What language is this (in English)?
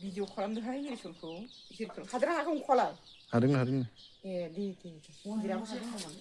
Bodo